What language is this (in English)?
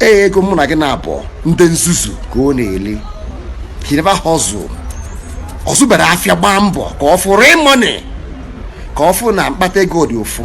Igbo